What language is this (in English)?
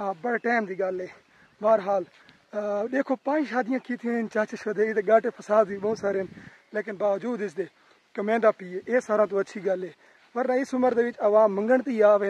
Saraiki